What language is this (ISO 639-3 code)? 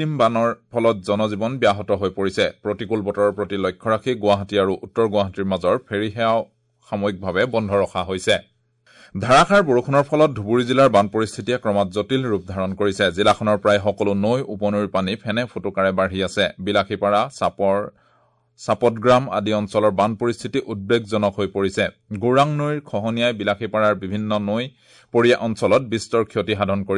asm